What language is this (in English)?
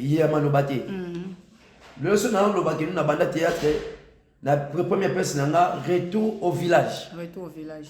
Lingala